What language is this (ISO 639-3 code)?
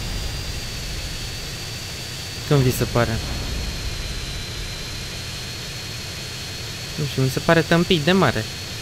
ron